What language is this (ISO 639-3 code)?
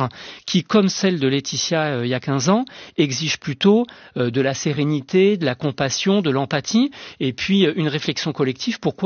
fra